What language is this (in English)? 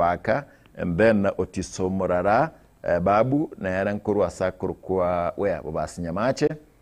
Gusii